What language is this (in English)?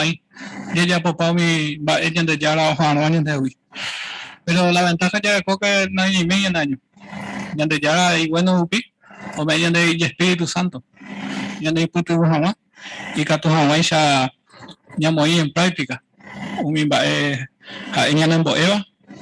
Guarani